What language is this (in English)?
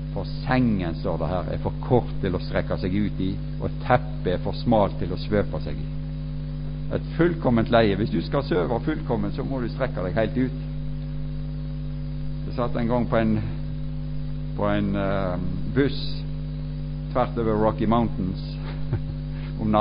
Norwegian